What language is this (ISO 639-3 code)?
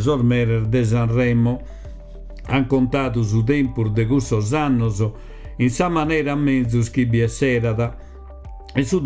srd